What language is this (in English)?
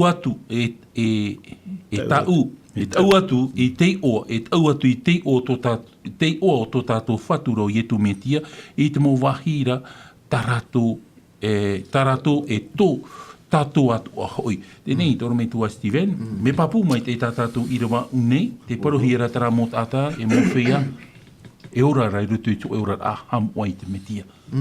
Tahitian